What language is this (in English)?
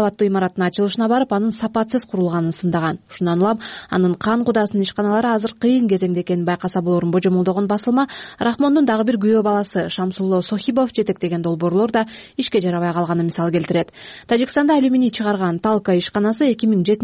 Kyrgyz